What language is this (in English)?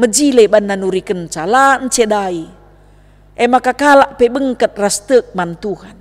Batak Karo